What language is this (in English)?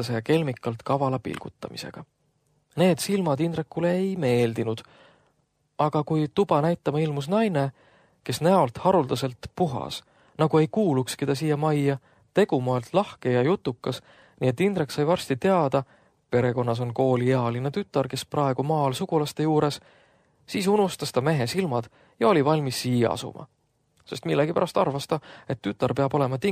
Estonian